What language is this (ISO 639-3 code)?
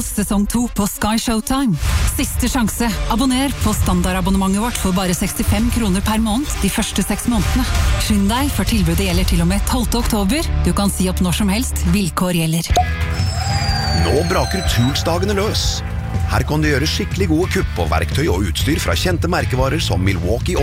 nor